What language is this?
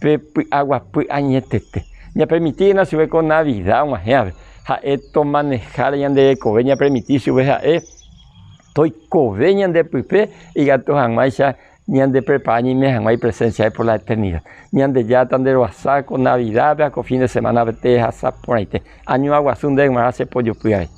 Guarani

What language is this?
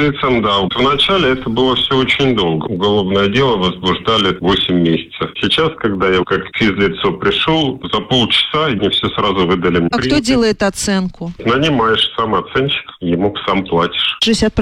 Russian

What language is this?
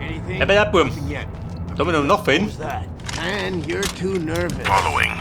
Bavarian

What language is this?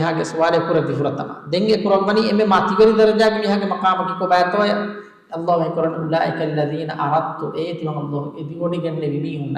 Divehi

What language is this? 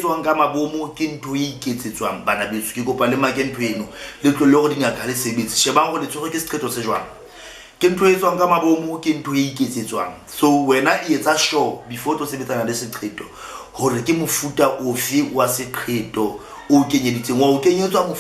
Southern Sotho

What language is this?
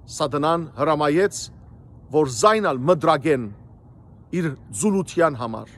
Western Armenian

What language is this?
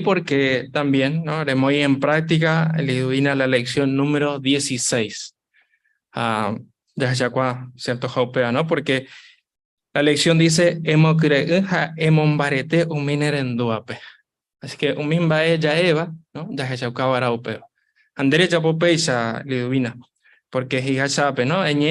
Guarani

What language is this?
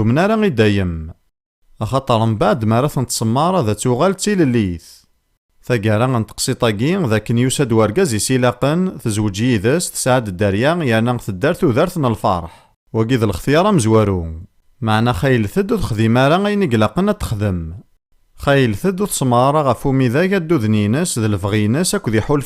Kabyle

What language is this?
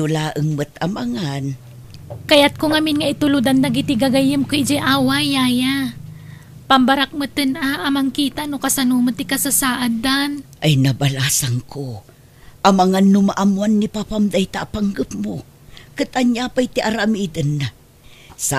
Iloko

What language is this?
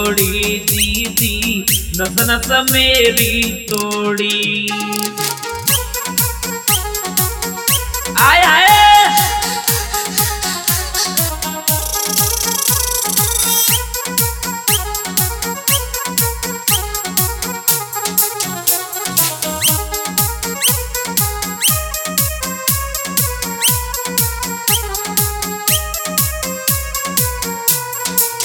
Hindi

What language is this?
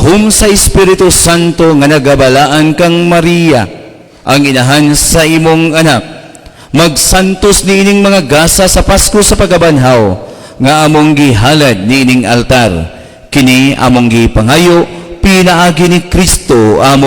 Cebuano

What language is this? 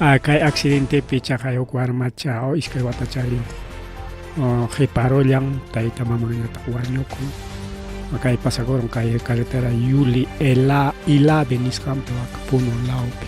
Ayacucho Quechua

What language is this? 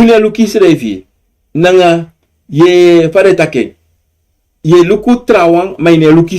Sranan Tongo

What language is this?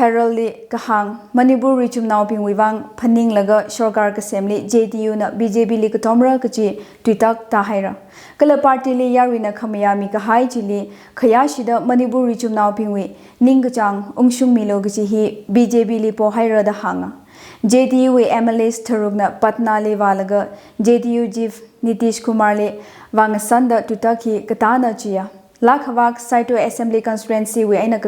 Tangkhul Naga (India)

